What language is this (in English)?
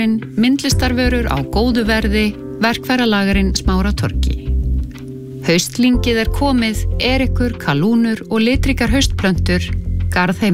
Icelandic